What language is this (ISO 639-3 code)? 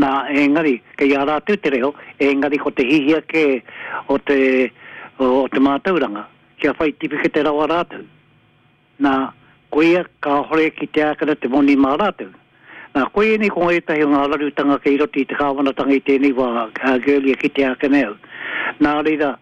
mri